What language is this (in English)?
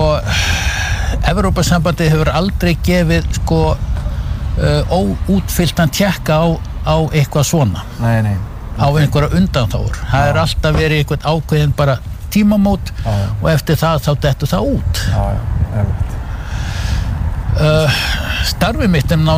Icelandic